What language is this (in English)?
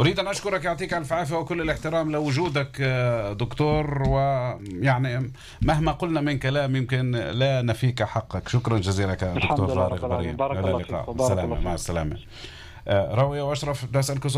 North Levantine Arabic